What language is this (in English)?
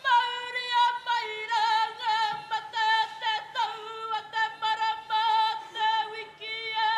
Māori